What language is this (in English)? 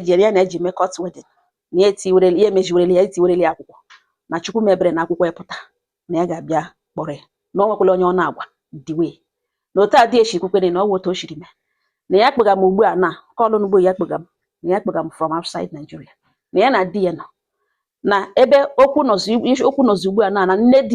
Igbo